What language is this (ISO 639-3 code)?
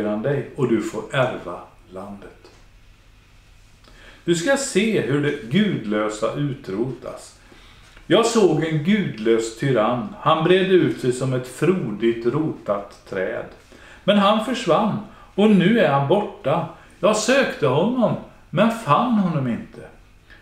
swe